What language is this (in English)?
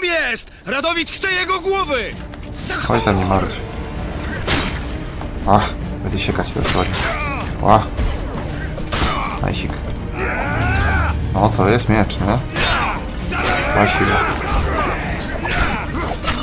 Polish